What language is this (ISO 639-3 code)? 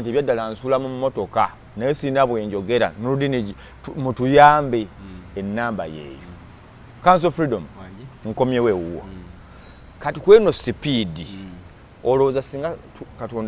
lug